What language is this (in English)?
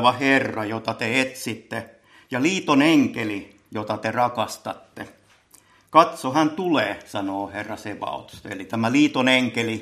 Finnish